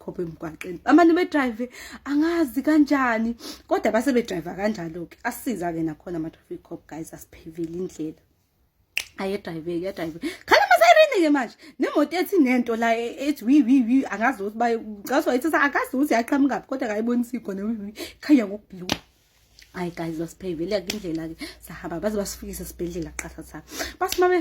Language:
Zulu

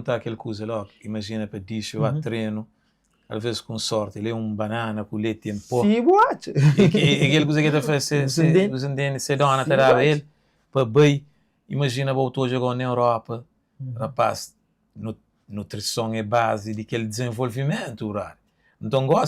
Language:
Kabuverdianu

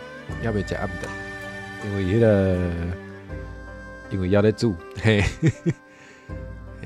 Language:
Min Nan Chinese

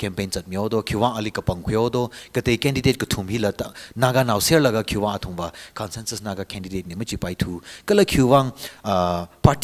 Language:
Tangkhul Naga (India)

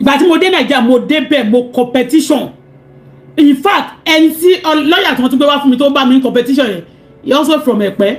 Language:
Yoruba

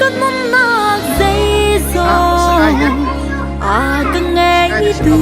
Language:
Hakha Chin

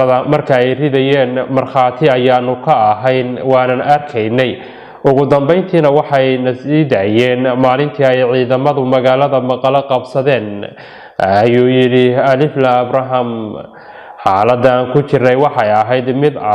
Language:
Somali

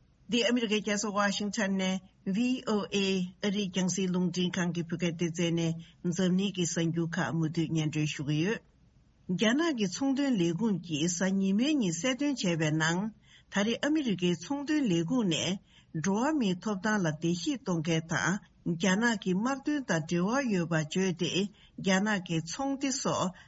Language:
Tibetan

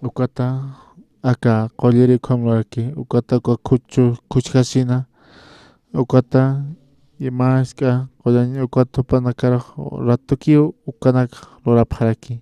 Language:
Aymara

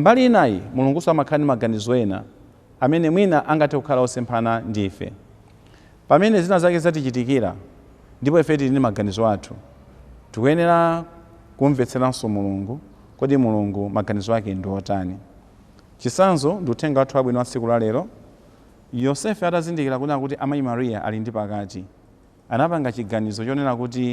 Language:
Nyanja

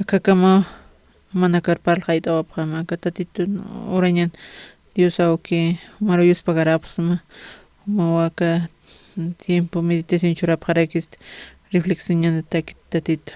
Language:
Aymara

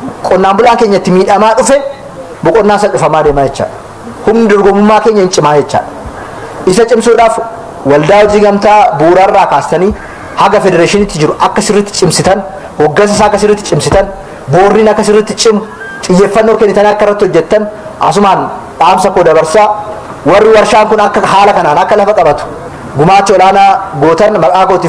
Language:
Oromo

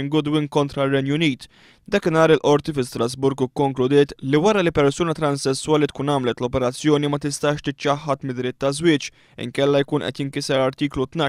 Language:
Maltese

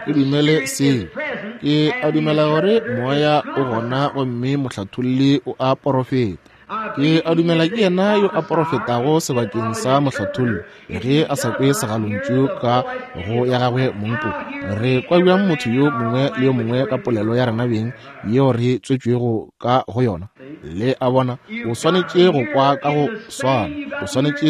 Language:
Northern Sotho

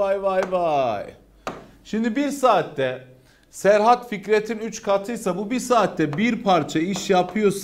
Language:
Turkish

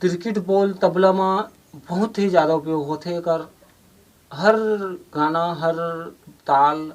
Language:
Chhattisgarhi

